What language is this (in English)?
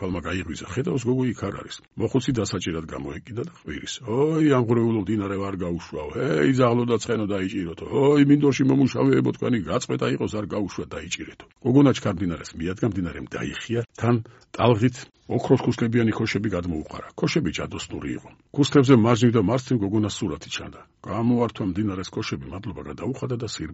Georgian